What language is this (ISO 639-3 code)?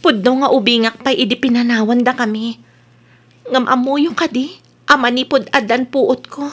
ilo